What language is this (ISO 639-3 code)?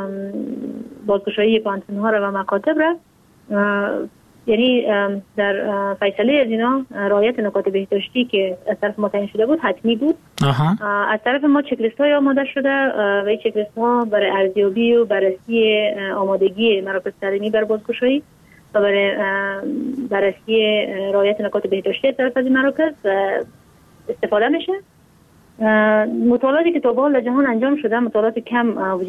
fas